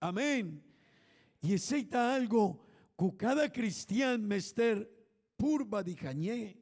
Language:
Papiamento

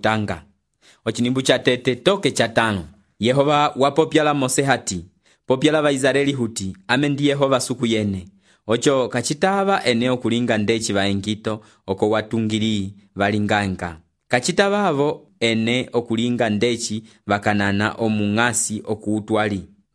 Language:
Umbundu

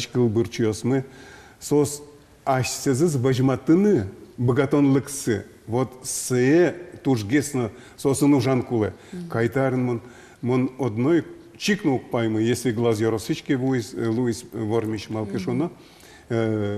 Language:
Udmurt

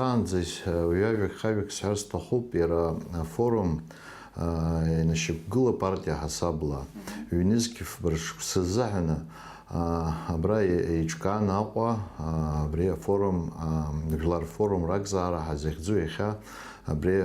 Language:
Abkhazian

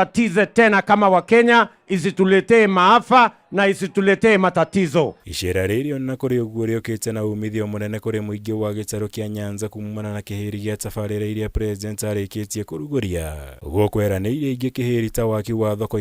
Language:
Kikuyu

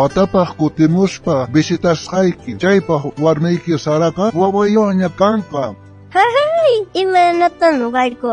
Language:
South Bolivian Quechua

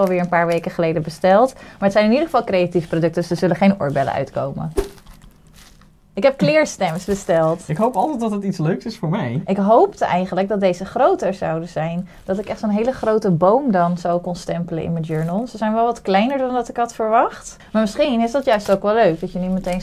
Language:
Dutch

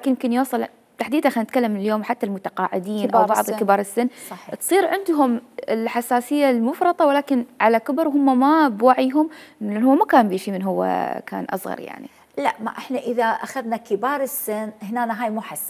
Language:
Mesopotamian Arabic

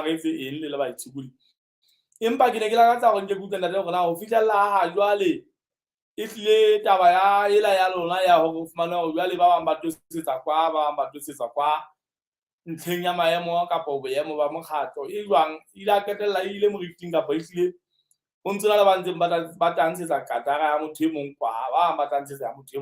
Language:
Southern Sotho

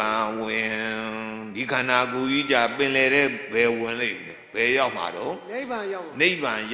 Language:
Burmese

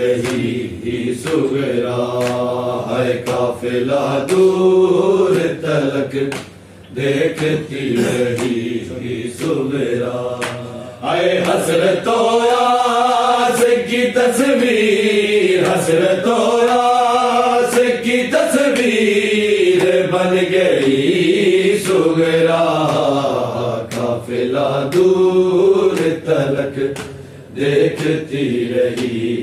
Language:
Urdu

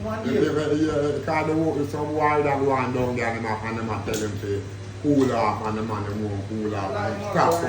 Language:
Jamaican Creole English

